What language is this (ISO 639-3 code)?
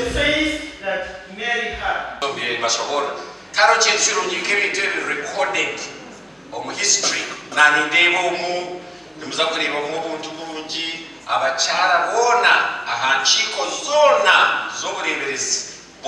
nyn